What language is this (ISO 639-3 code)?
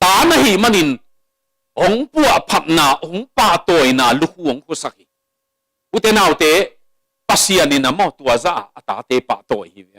ctd